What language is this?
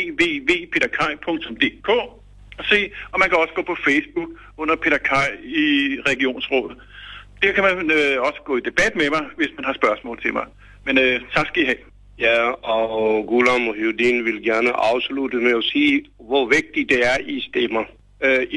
Danish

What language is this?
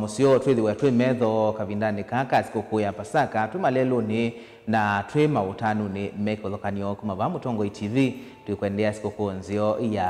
Kamba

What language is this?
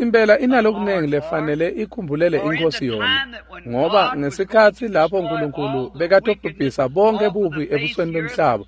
Swati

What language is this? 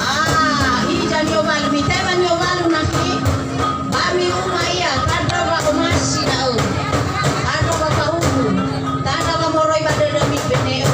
Nias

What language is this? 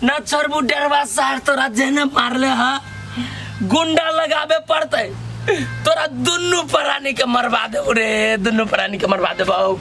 Maithili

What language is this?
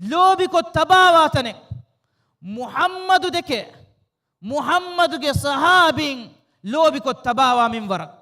Divehi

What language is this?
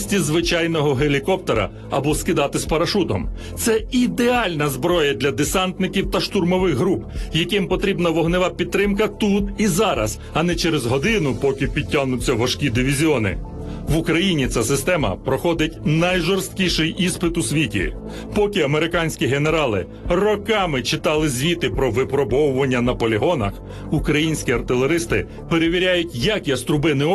Ukrainian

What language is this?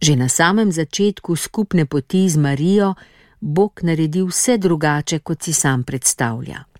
Slovenian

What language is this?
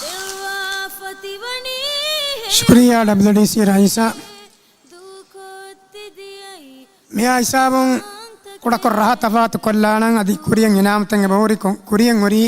Divehi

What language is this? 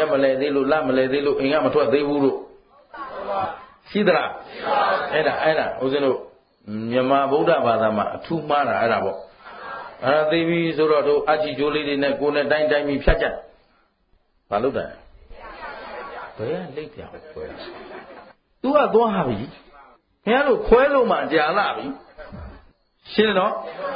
Burmese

